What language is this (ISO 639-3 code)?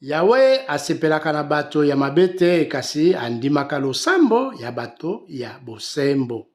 lin